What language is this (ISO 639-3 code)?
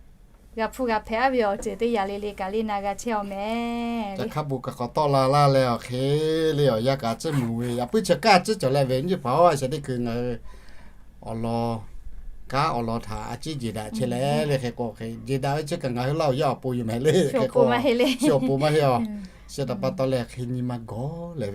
lhu